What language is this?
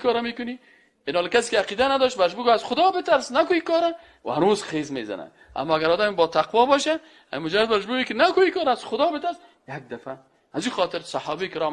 Persian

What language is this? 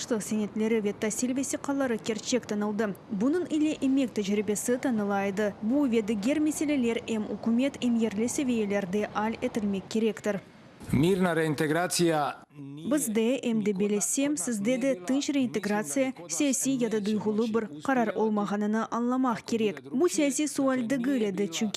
Crimean Tatar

